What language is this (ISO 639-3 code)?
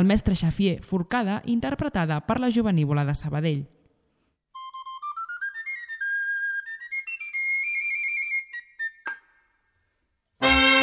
cat